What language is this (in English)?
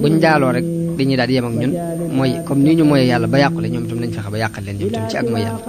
Wolof